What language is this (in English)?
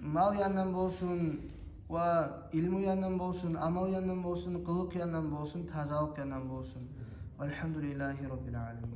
Kumyk